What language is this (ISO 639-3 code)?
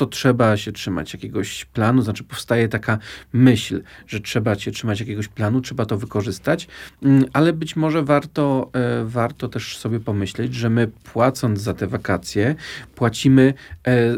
pol